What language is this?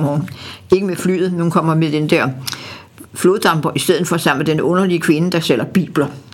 Danish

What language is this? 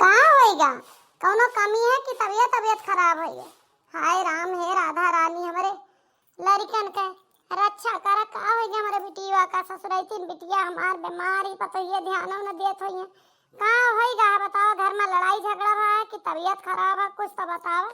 Awadhi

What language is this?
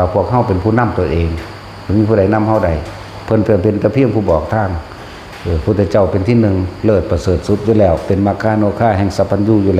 Lao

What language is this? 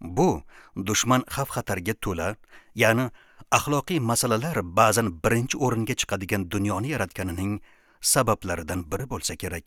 Uzbek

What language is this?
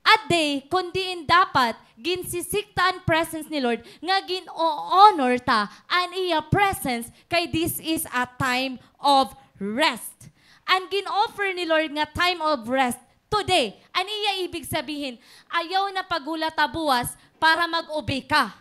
Waray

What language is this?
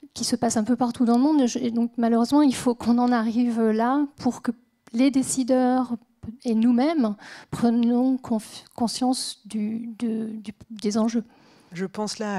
French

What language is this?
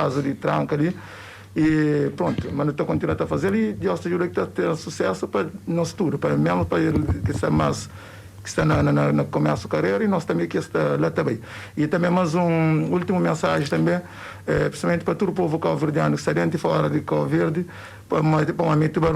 Kabuverdianu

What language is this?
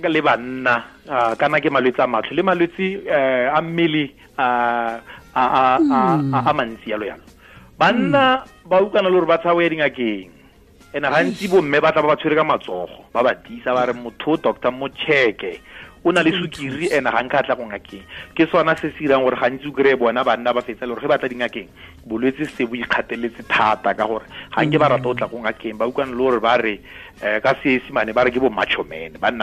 Tswana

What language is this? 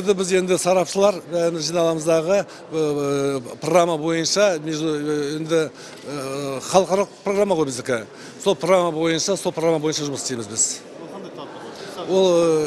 Kazakh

